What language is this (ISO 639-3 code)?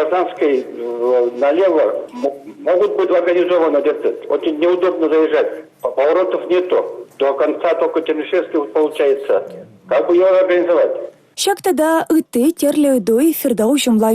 chv